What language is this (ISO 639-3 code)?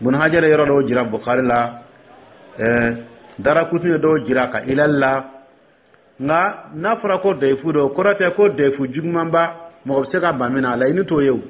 dyu